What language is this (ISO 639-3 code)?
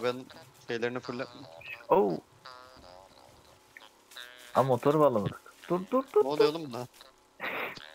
tur